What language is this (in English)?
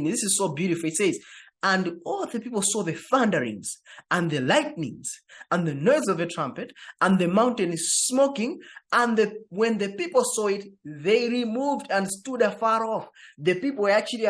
English